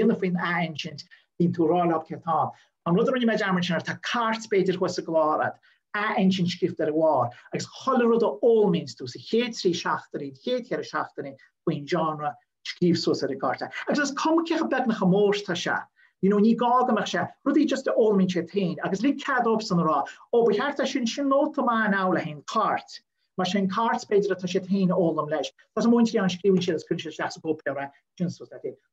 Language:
Irish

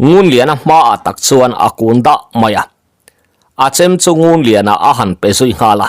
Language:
Mizo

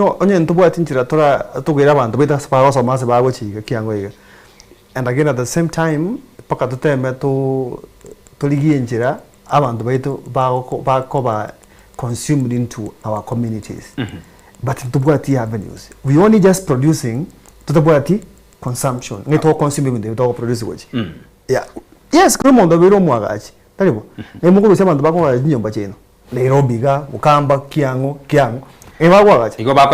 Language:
Gusii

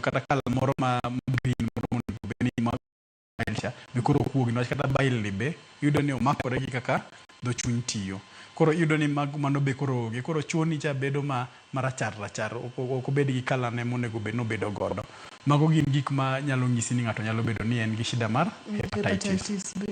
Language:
Luo (Kenya and Tanzania)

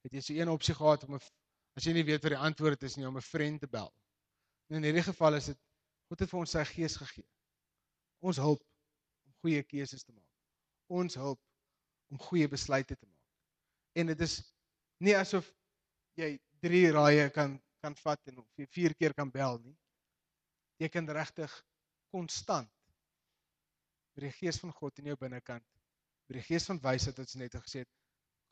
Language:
Afrikaans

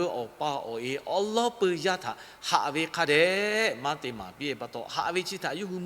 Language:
Lahu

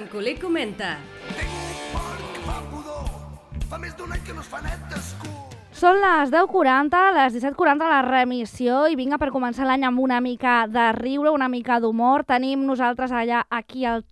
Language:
Catalan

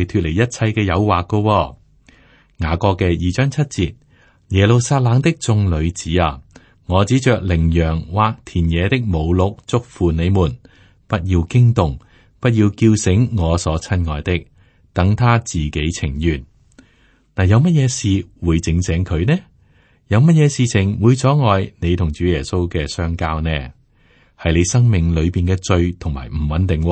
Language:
Cantonese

